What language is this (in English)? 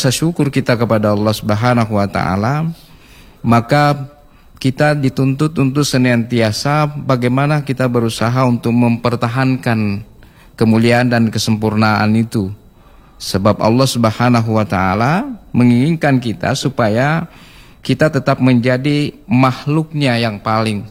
Indonesian